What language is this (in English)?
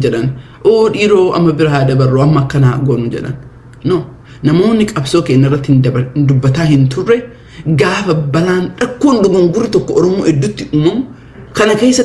Oromo